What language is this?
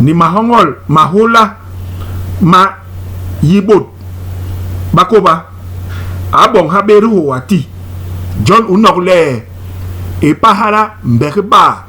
Basaa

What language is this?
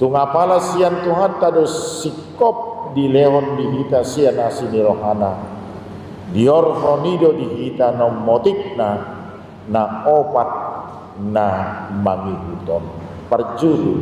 Batak Toba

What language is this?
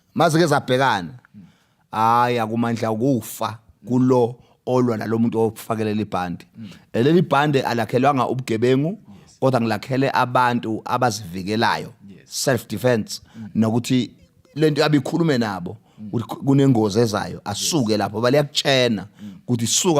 Zulu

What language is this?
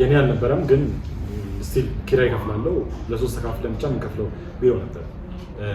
Amharic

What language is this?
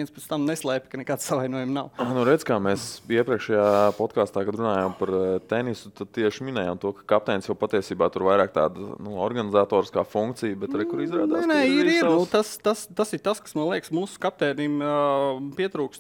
Latvian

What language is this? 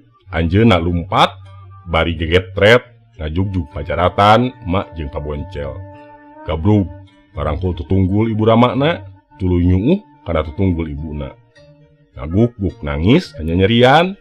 Sundanese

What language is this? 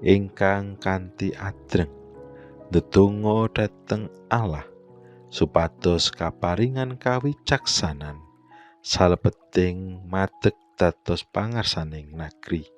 Javanese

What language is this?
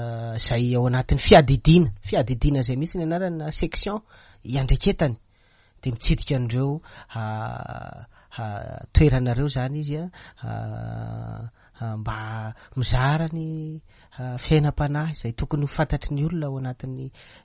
Malagasy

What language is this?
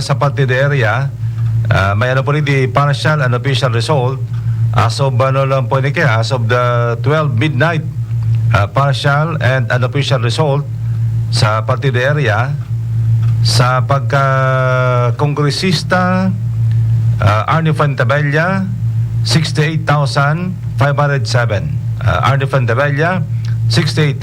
Bikol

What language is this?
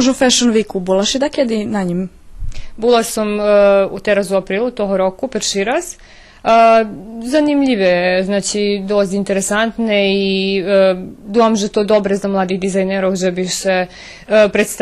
Rusyn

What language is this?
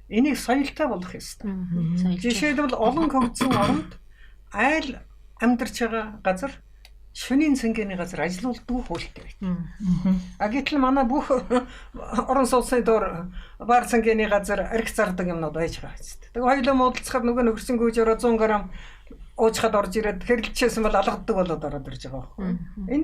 Mongolian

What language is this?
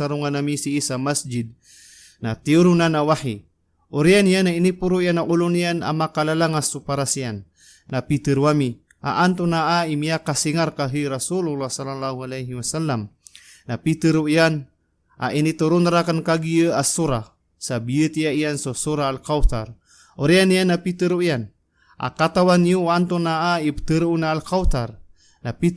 Maranao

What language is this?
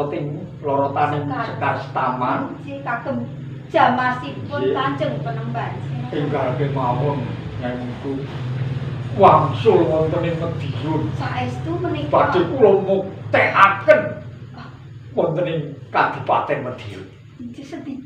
Javanese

